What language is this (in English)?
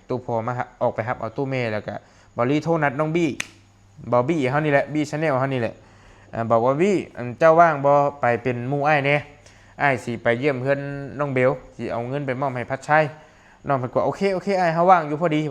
Lao